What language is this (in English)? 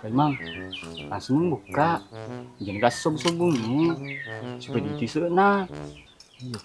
Buginese